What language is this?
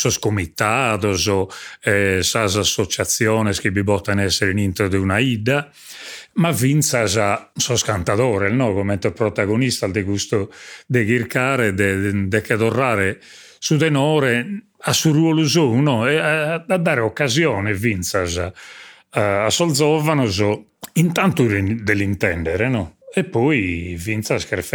Sardinian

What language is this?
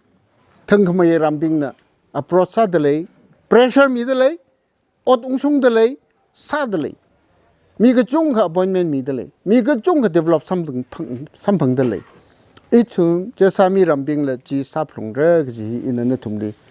Tangkhul Naga (India)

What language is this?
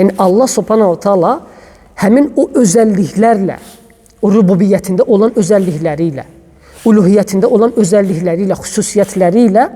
Azerbaijani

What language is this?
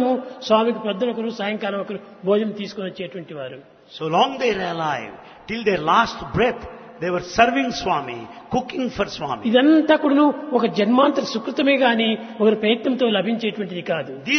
Telugu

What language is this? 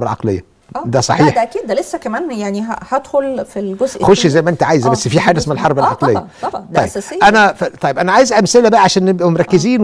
Egyptian Arabic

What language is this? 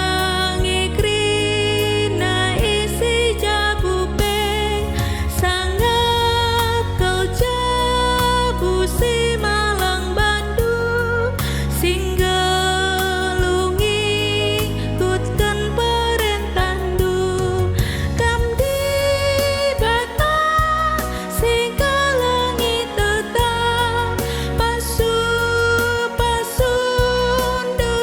Batak Karo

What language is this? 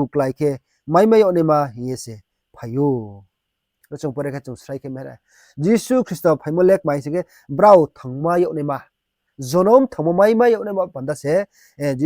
Riang (India)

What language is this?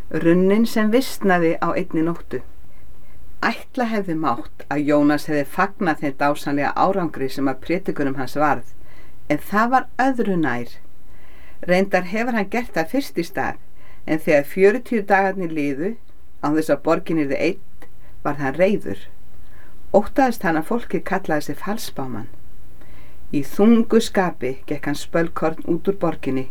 Icelandic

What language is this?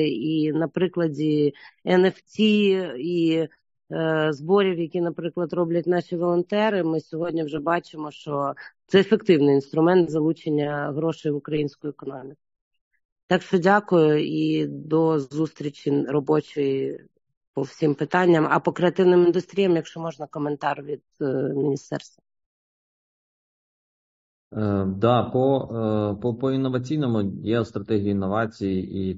Ukrainian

